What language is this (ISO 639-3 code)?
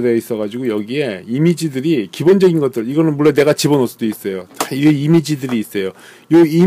kor